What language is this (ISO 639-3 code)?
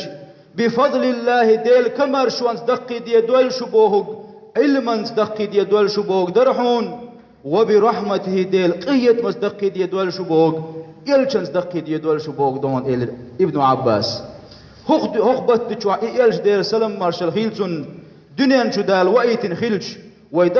che